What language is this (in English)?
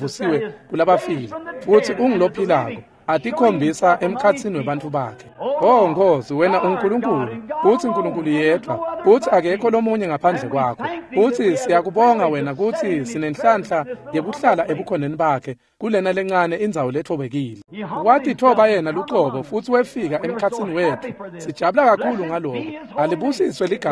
Swati